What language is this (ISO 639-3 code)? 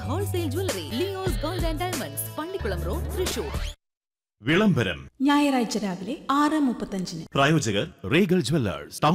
mal